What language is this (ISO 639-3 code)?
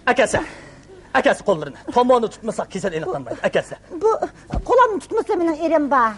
uig